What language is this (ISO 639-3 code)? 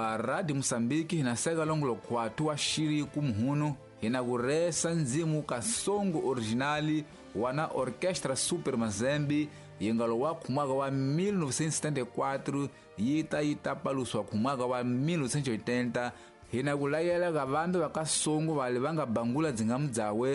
tso